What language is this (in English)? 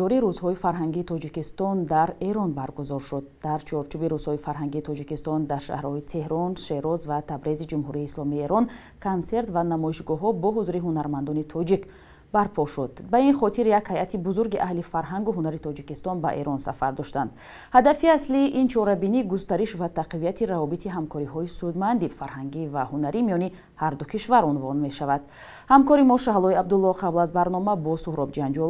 Tajik